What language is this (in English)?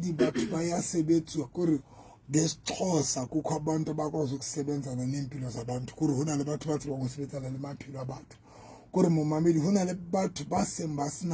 Southern Sotho